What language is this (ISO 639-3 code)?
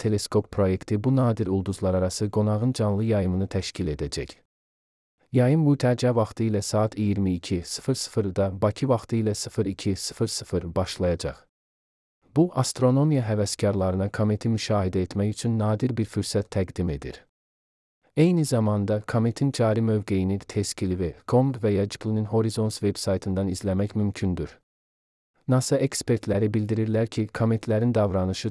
aze